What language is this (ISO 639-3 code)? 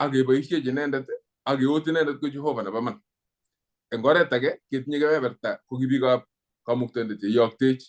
kln